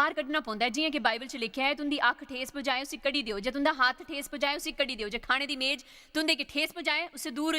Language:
Dogri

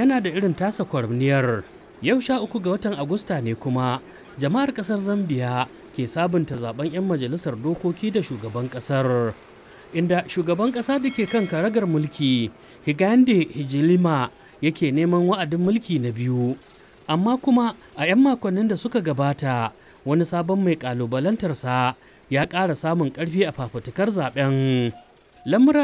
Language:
Hausa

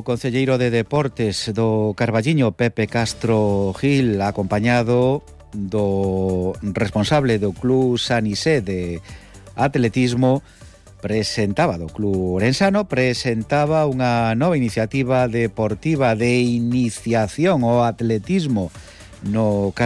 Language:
Galician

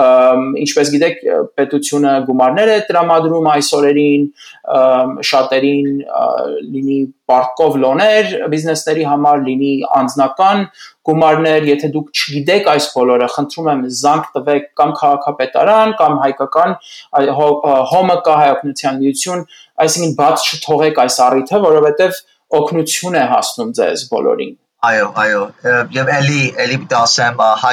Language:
Armenian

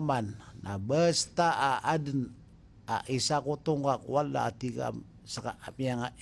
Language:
Maranao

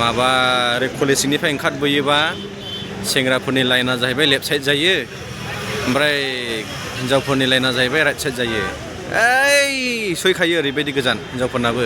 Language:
Bodo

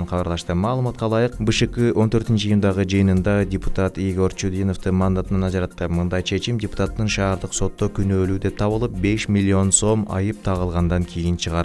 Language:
Kyrgyz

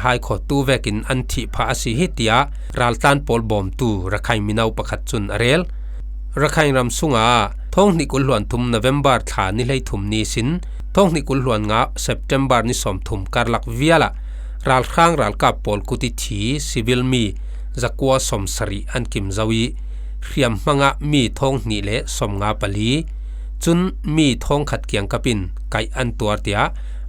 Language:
Falam Chin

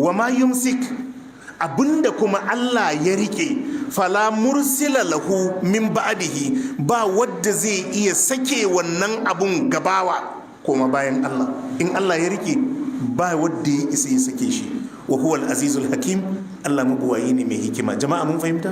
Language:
Hausa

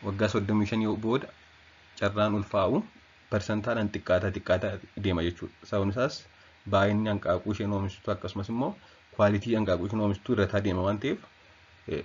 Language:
Oromo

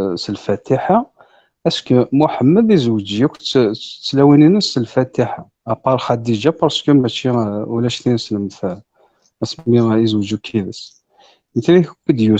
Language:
Kabyle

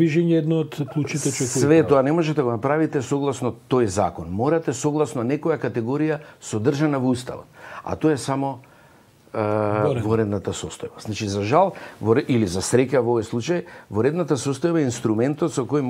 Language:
Macedonian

